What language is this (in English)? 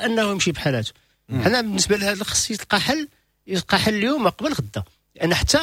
Moroccan Arabic